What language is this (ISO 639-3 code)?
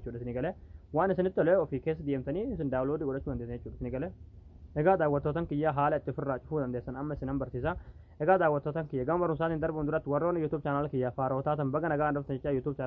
orm